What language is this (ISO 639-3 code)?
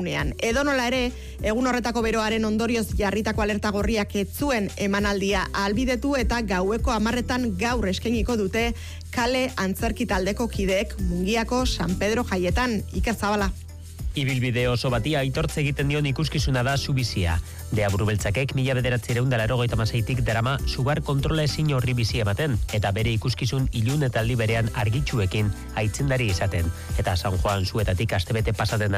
eus